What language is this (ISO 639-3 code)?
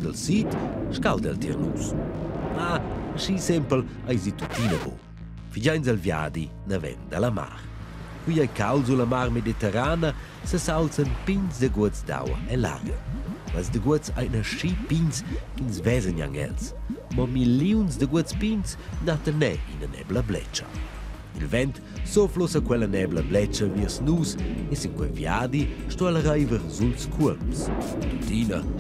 roh